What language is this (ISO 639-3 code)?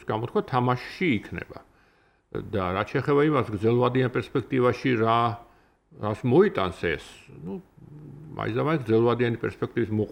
kat